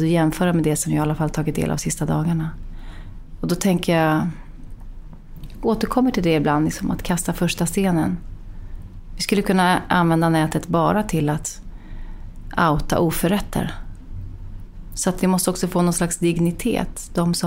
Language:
Swedish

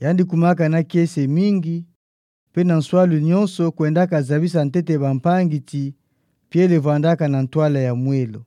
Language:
Kituba (Democratic Republic of Congo)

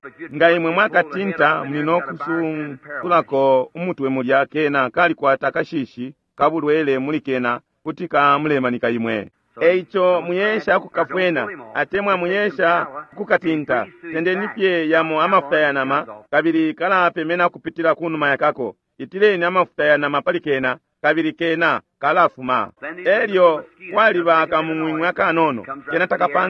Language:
Bemba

